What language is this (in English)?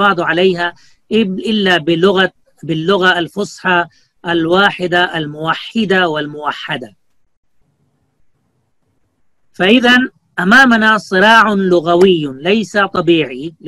Arabic